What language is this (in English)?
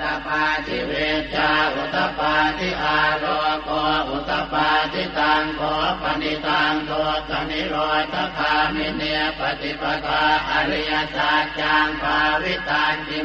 Pali